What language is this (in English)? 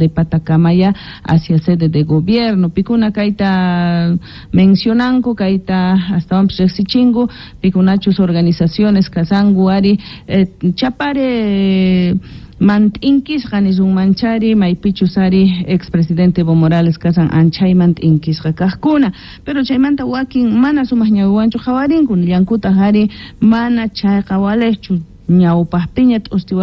South Bolivian Quechua